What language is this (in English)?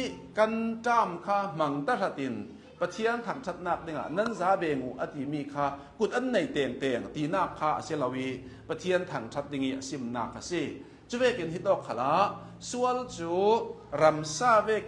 Hakha Chin